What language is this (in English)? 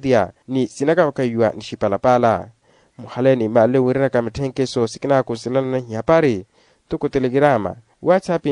Makhuwa